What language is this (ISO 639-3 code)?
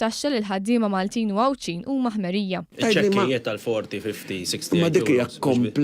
mlt